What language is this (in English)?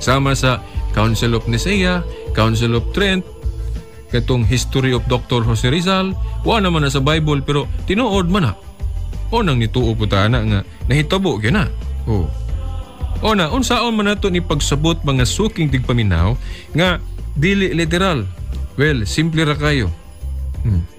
Cebuano